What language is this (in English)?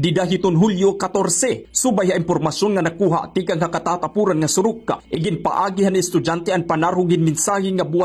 Waray